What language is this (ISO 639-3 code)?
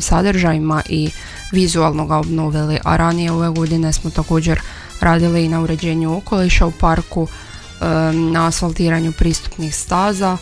hrv